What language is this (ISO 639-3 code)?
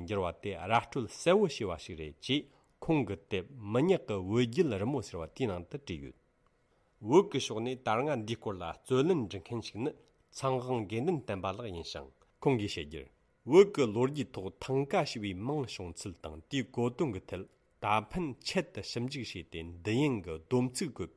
bod